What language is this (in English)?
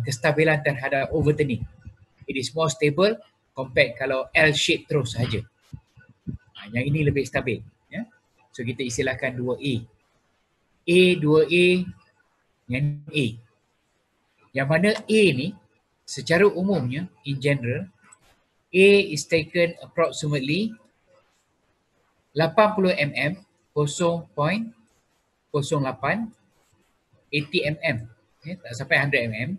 Malay